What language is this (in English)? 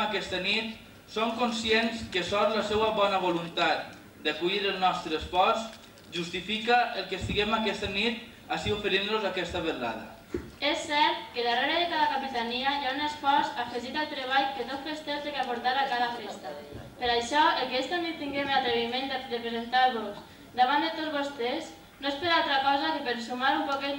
Catalan